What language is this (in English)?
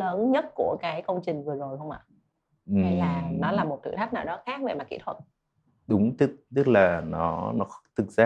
Vietnamese